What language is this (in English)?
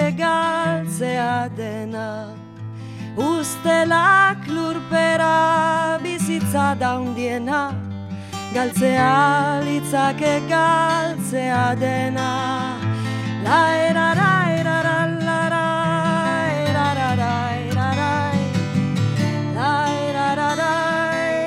Basque